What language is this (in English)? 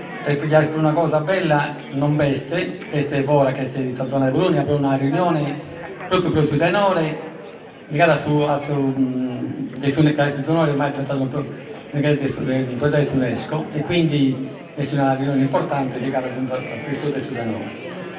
Sardinian